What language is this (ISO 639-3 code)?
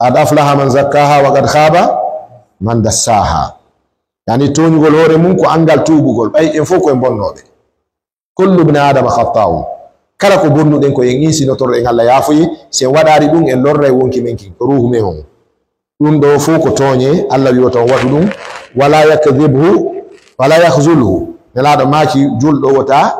ful